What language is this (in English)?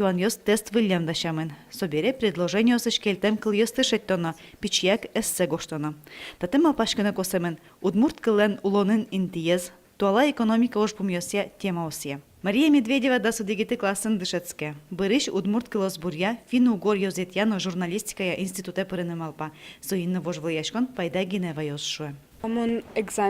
Udmurt